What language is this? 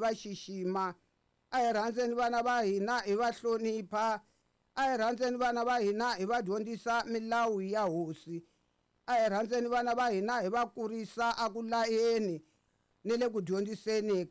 Tsonga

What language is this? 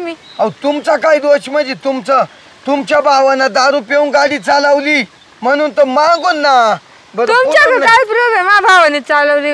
Marathi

